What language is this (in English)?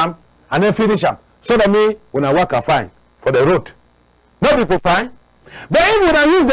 Cameroon Pidgin